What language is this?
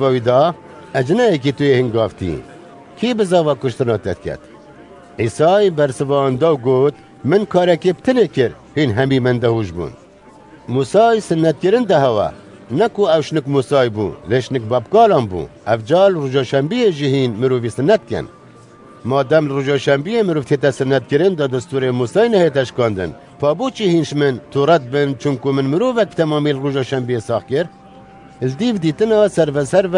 Kurdish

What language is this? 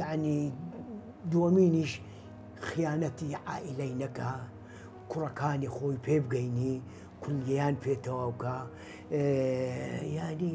Central Kurdish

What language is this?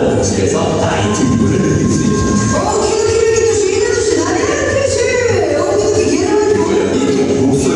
Korean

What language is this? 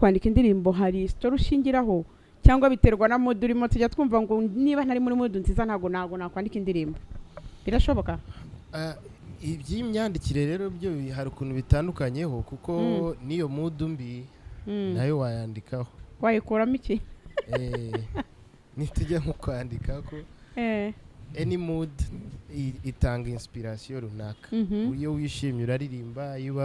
Kinyarwanda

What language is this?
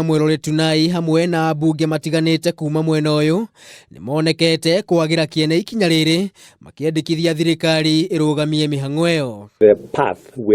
Kikuyu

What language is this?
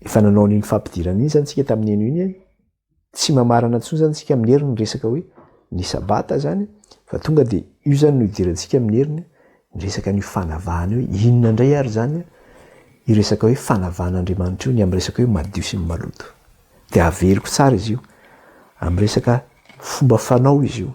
Malagasy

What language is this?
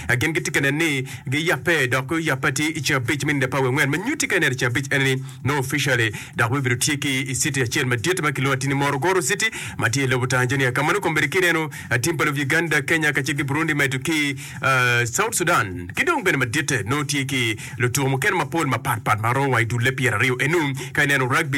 Acoli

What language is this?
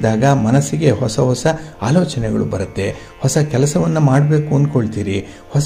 Kannada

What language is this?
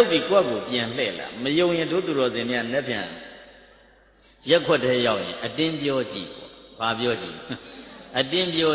Burmese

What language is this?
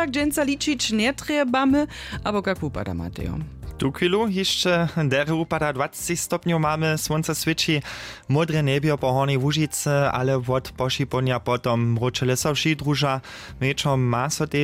Upper Sorbian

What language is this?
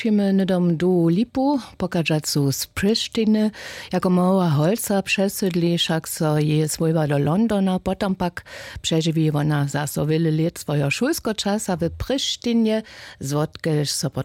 Upper Sorbian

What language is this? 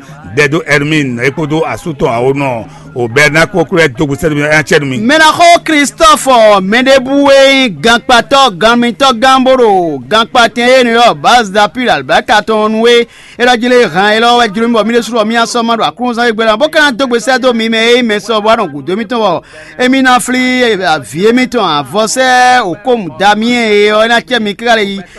Fon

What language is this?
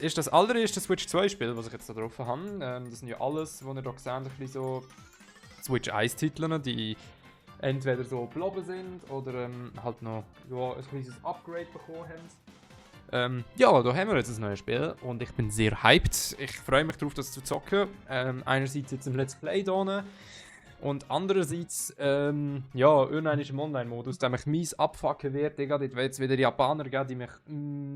Swiss German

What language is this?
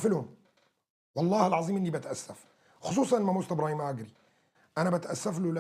North Levantine Arabic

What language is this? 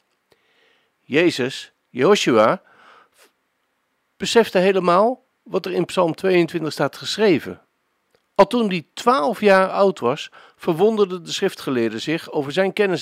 Dutch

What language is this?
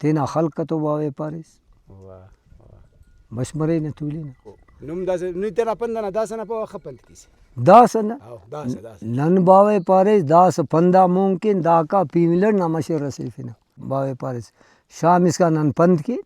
Brahui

